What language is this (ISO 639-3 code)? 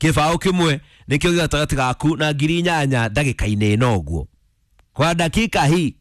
kik